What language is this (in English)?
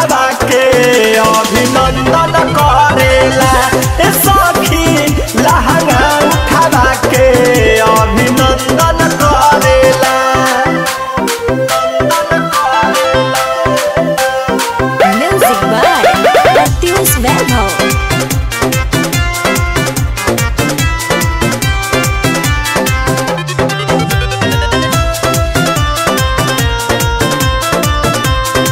Bhojpuri